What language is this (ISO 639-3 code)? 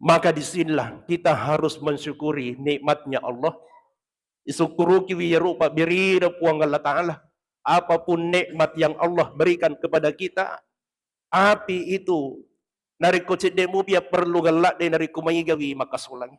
bug